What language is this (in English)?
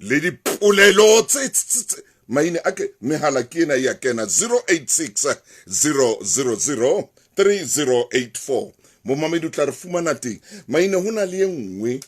Southern Sotho